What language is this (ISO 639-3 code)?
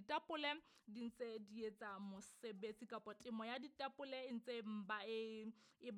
sot